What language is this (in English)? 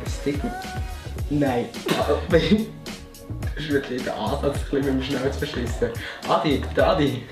Swiss German